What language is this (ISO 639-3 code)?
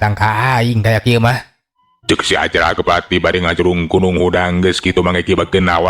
sun